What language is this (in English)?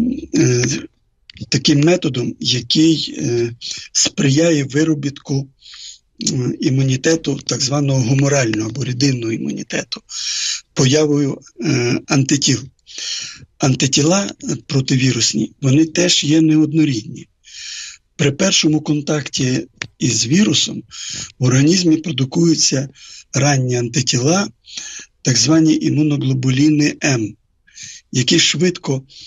Ukrainian